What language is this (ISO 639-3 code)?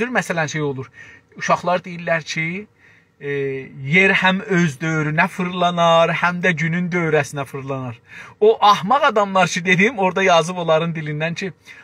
azb